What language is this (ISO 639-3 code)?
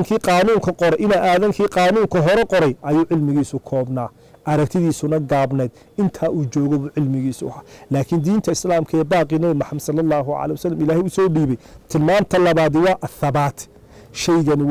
som